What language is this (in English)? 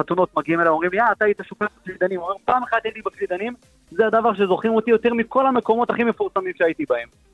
Hebrew